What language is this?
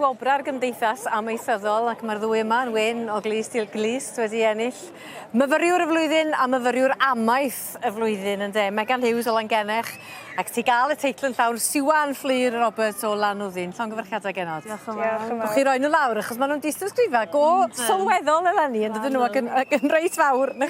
Welsh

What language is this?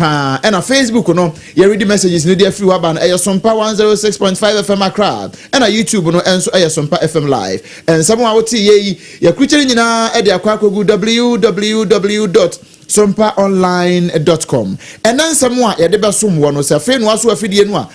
Akan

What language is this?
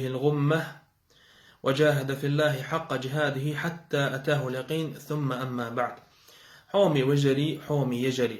Chechen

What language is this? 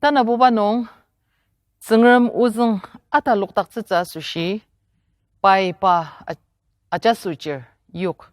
Ao Naga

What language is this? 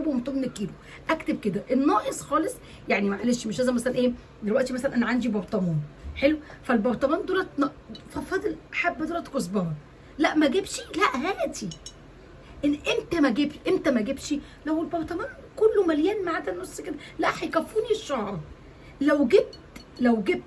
Egyptian Arabic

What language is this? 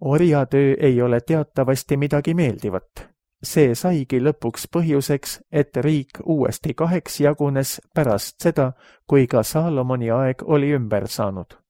Estonian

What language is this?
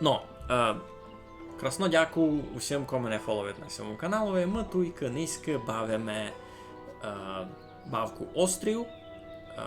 Rusyn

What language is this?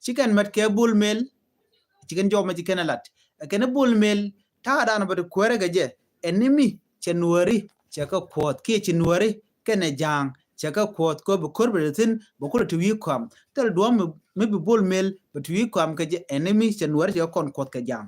Nuer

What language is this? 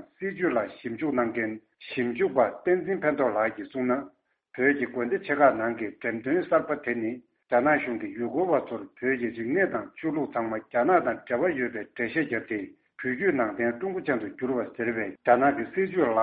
Tibetan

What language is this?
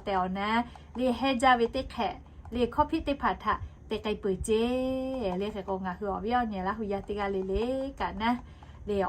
Lahu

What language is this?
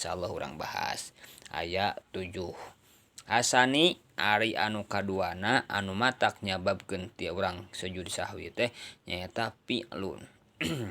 Sundanese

